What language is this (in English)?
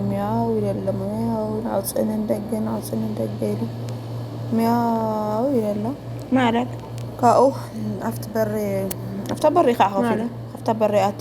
Tigrinya